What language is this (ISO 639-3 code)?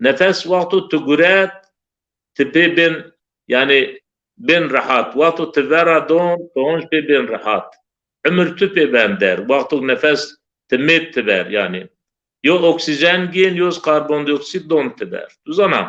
zza